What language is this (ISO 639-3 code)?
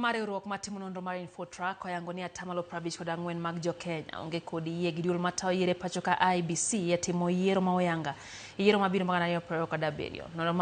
luo